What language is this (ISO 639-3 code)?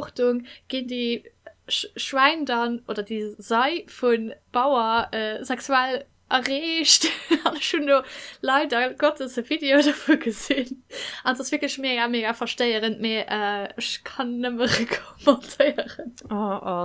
ltz